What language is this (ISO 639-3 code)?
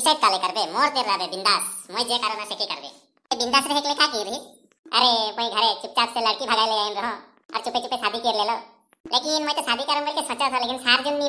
sck